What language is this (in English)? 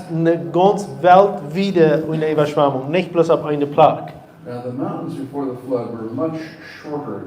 Plautdietsch